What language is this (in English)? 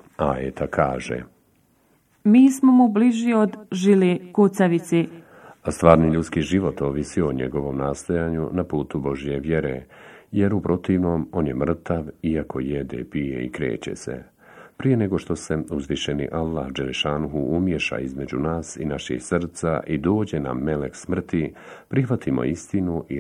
Bosnian